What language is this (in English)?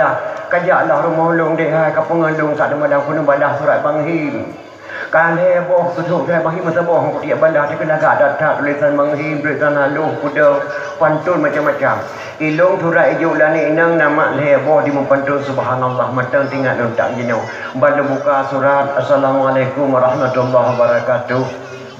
Achinese